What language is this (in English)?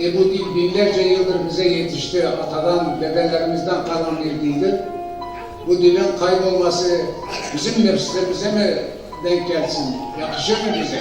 Zaza